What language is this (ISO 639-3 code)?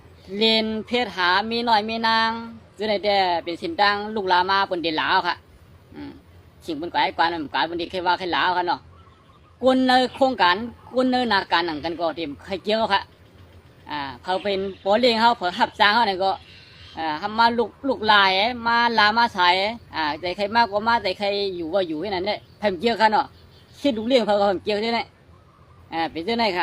shn